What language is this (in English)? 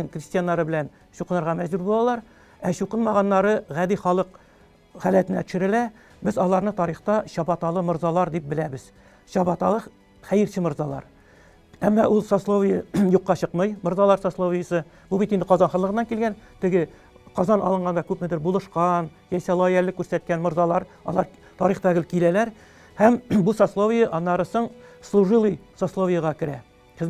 Tatar